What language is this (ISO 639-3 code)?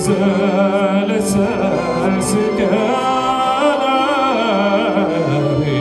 bak